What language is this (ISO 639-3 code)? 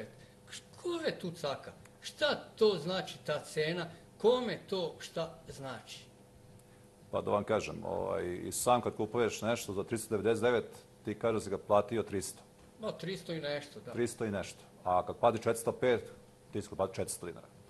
srp